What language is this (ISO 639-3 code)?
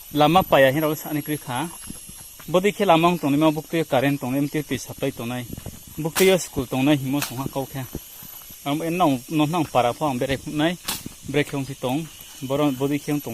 ria